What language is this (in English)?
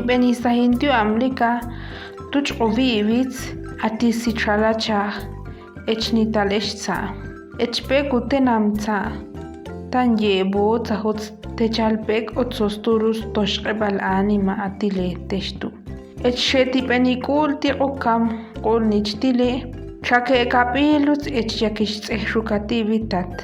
Ixil